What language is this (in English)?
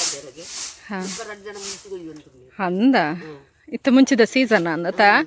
Tulu